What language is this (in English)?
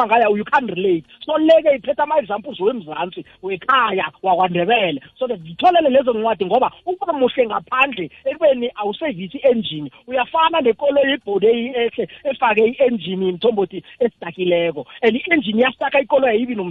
South Ndebele